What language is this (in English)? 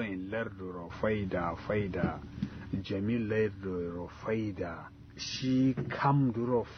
Kanuri